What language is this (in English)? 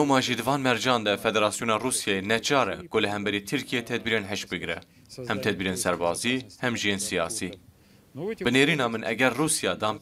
Kurdish